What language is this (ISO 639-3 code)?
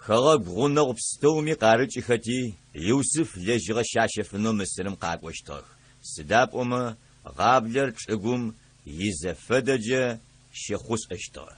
ady